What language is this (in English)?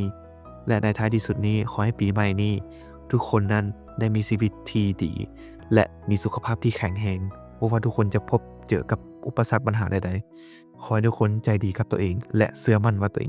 Lao